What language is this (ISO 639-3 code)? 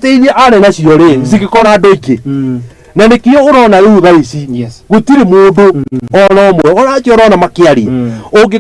kik